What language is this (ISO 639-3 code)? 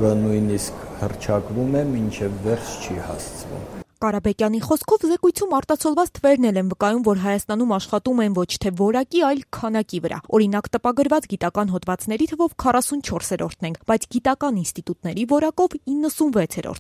hye